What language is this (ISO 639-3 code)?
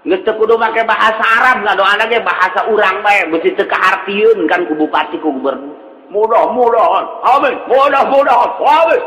sun